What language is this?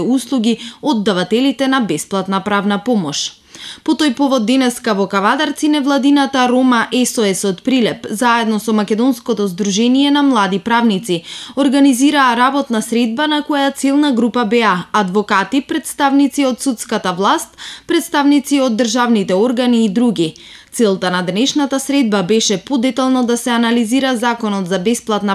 Macedonian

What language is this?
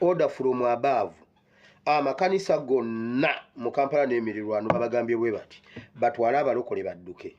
Ganda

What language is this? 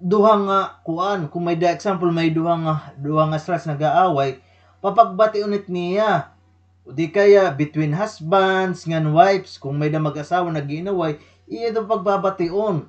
Waray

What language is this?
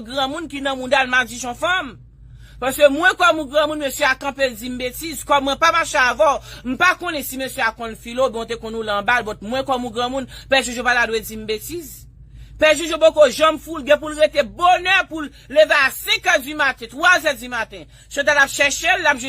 Haitian Creole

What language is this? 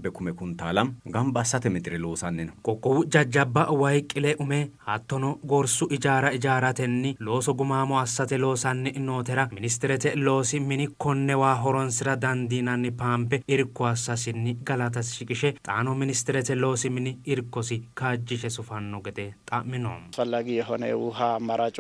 Sidamo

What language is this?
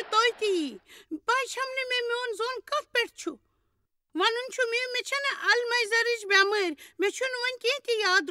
Kashmiri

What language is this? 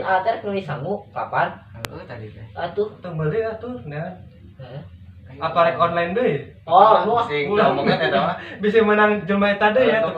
Sundanese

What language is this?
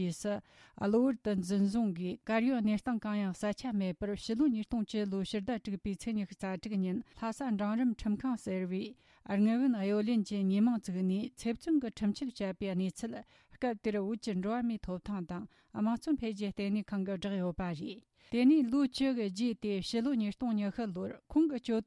Tibetan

